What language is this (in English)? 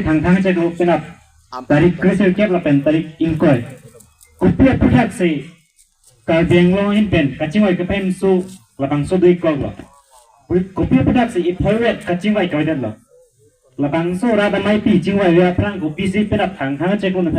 Karbi